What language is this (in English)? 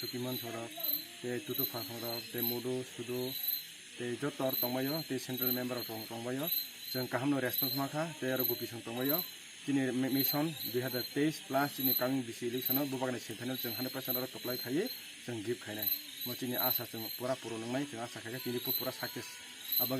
Kok Borok